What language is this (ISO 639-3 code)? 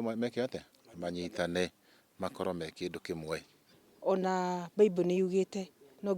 kik